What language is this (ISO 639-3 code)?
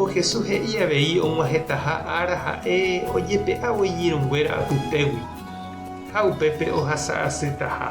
grn